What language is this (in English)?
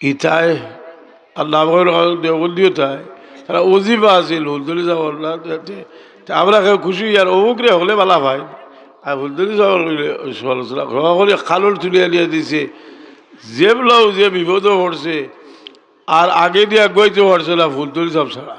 Sylheti